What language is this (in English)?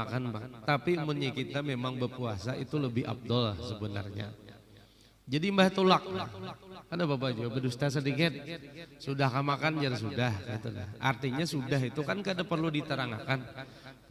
Banjar